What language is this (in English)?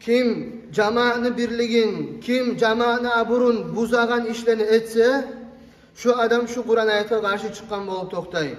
Kumyk